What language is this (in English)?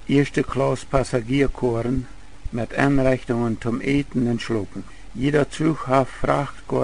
Plautdietsch